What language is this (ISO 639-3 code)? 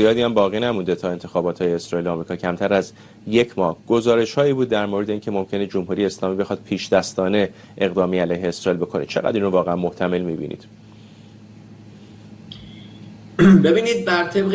fas